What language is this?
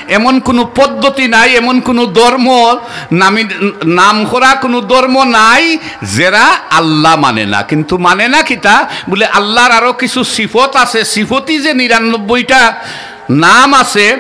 Sylheti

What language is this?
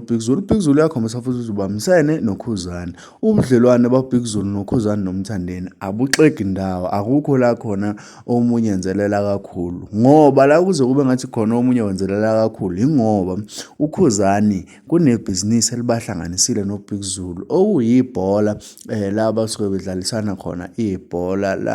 Zulu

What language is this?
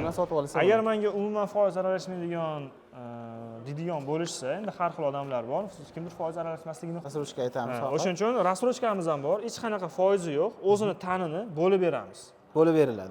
Uzbek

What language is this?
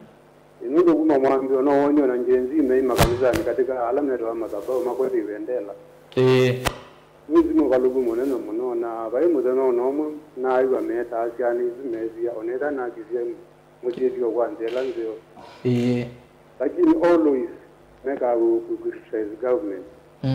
Kamba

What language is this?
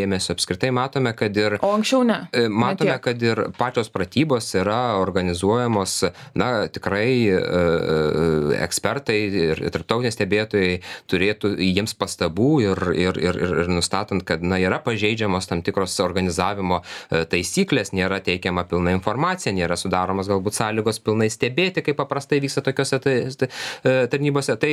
Lithuanian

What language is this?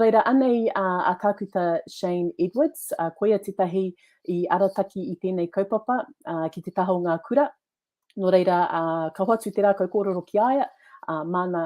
Māori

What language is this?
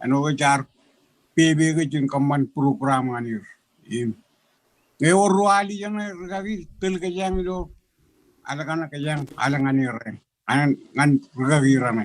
Marshallese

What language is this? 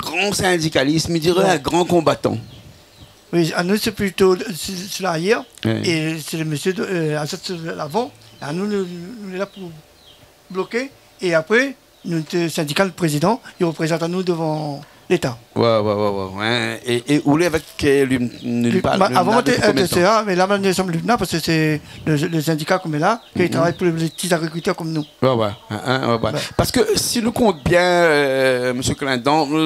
Réunion Creole French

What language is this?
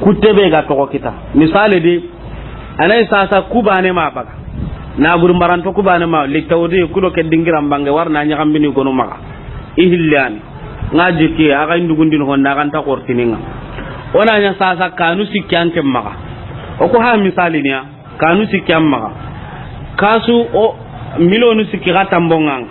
Soninke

